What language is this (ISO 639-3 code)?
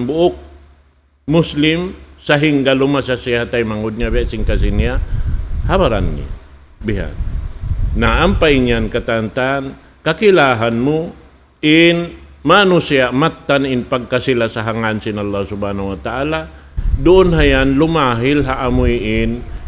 tsg